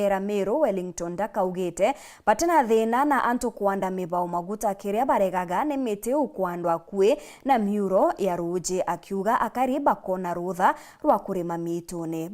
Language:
Meru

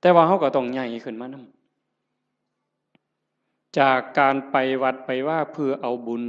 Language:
Northeastern Thai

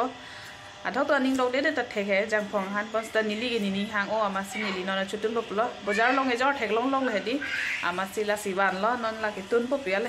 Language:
Karbi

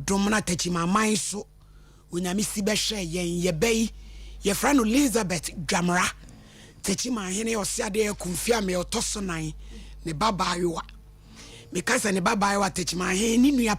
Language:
Akan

